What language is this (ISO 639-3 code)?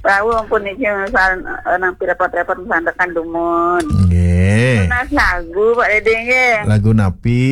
ban